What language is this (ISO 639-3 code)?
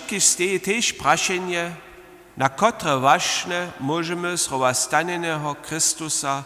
hsb